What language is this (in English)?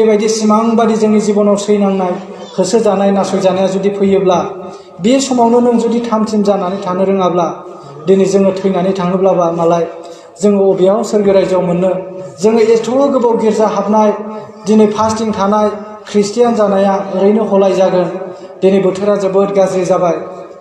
Bodo